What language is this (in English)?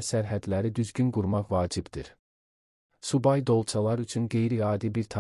Azerbaijani